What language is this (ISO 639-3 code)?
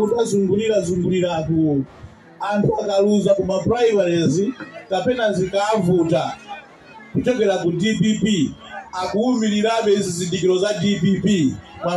nya